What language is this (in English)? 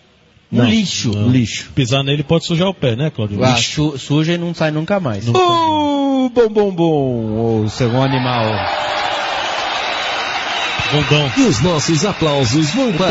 Portuguese